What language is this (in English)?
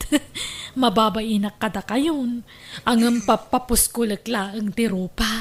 Iloko